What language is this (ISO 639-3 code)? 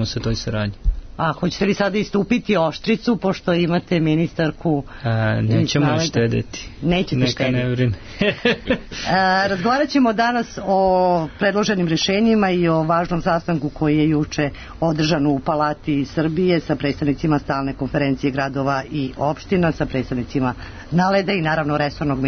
srp